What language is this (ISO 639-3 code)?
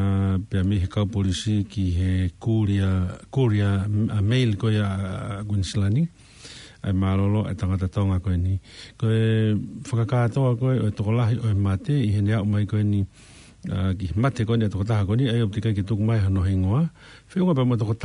ton